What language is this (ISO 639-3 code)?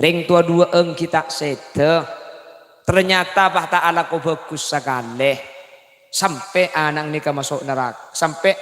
mad